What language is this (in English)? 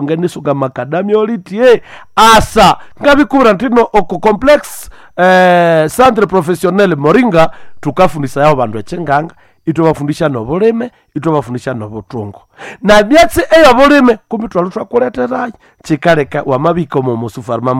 Nande